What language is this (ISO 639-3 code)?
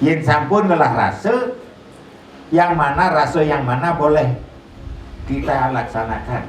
ban